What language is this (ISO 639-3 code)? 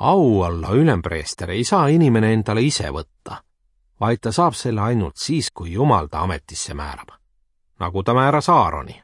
est